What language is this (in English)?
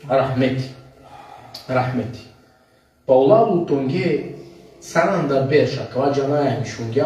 Balkan Romani